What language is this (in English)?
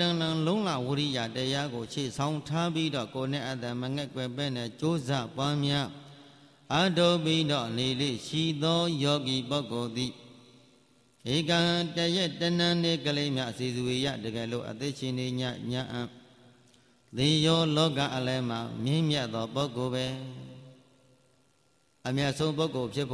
Burmese